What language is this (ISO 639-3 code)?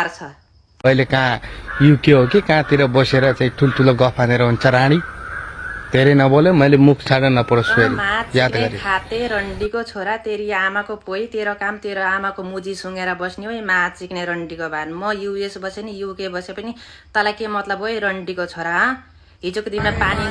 nep